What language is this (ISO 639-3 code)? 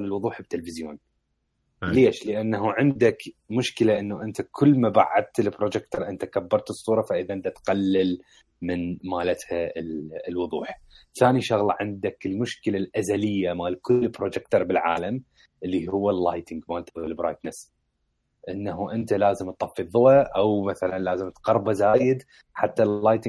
acm